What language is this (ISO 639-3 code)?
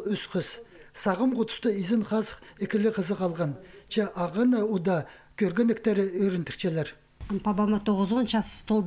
kjh